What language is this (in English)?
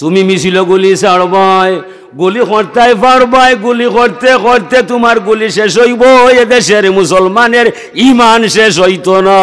Sylheti